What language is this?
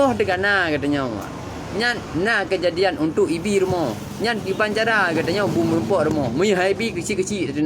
Achinese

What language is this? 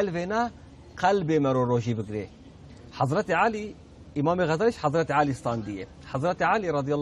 Kurdish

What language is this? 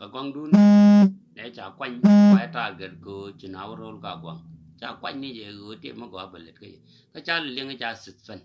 Nuer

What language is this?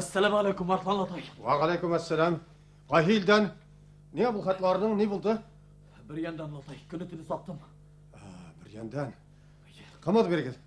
Bashkir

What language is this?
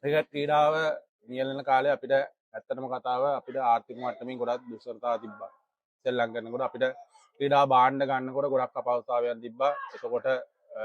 Sinhala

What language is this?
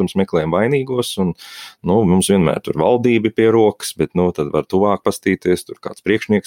Latvian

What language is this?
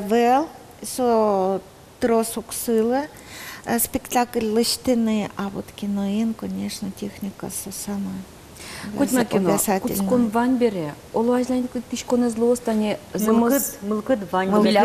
Udmurt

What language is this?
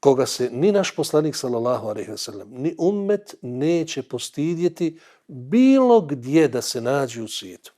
Bosnian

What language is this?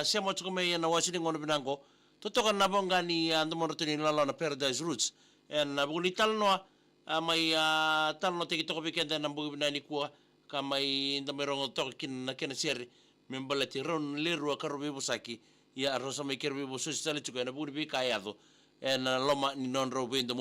Fijian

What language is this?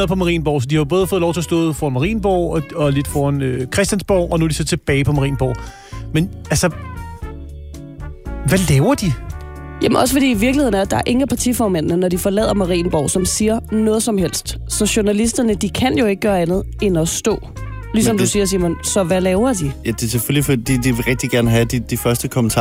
Danish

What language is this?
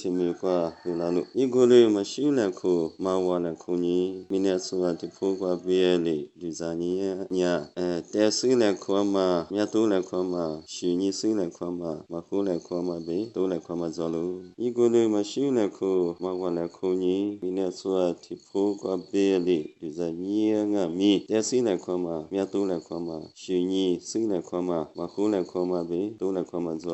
Lisu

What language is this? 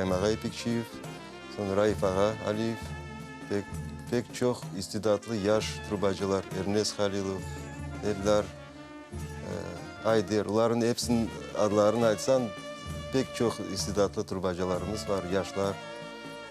Crimean Tatar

